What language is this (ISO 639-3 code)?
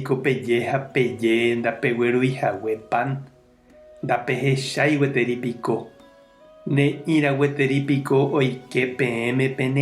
grn